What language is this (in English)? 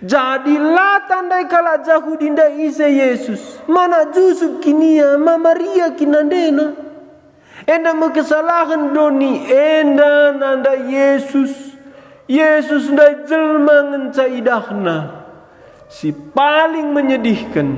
Batak Karo